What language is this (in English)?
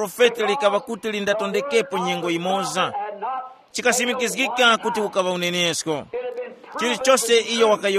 Tumbuka